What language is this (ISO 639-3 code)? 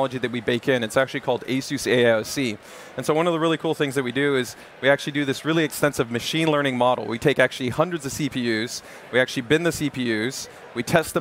eng